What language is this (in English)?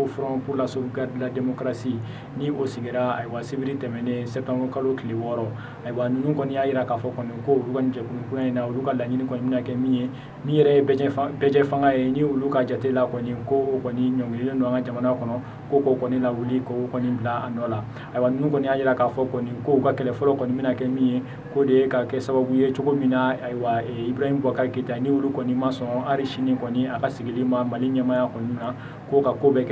Bambara